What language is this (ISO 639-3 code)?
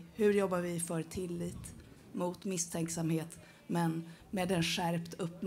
swe